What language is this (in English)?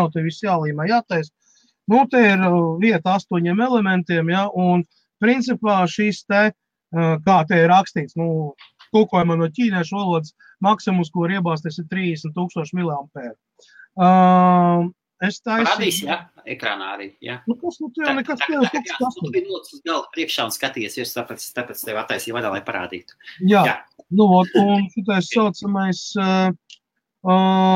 Latvian